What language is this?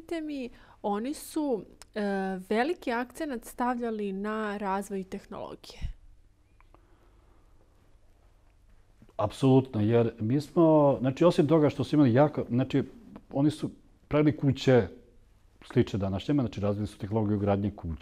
Serbian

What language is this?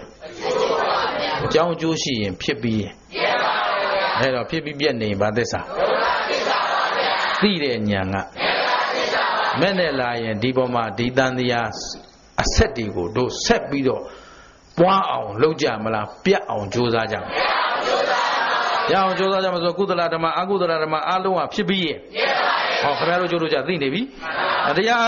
Burmese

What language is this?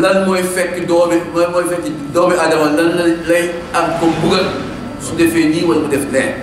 Wolof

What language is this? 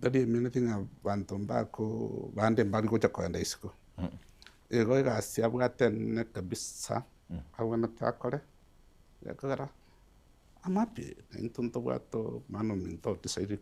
Gusii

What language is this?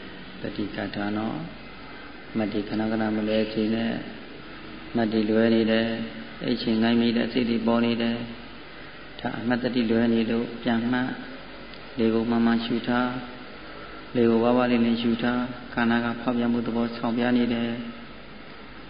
Burmese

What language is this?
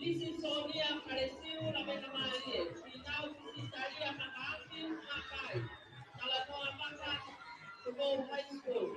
Tongan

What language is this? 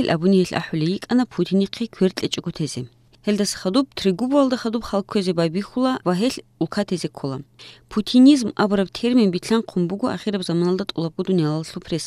Avaric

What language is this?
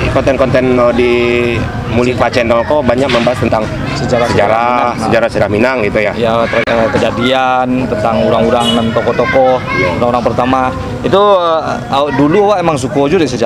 Minangkabau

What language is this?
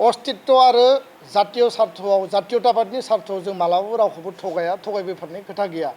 Bodo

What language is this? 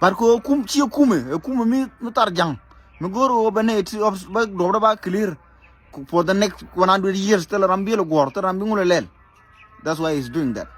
Nuer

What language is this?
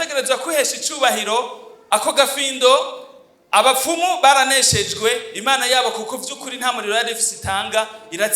Rundi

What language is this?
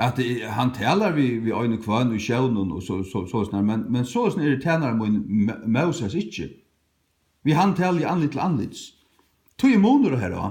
Faroese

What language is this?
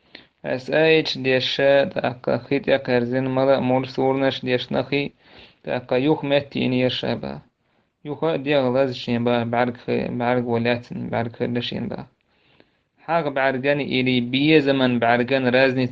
Chechen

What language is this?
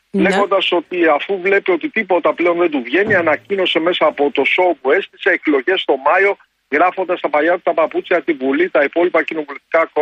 Greek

